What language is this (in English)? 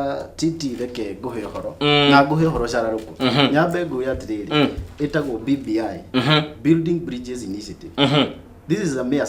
Kikuyu